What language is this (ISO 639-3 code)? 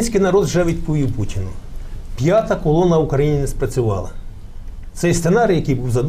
ukr